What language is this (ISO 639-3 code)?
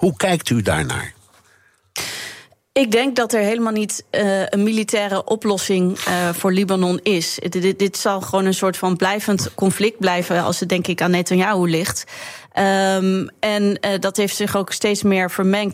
nld